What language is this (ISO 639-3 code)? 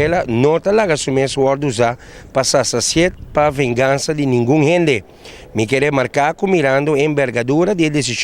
pap